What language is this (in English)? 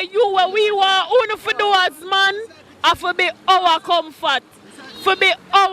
Jamaican Creole English